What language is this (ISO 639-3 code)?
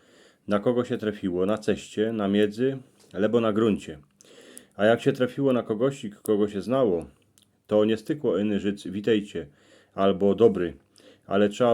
szl